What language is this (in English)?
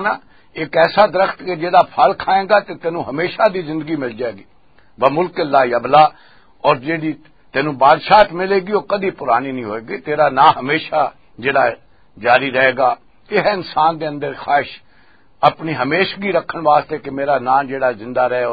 Western Panjabi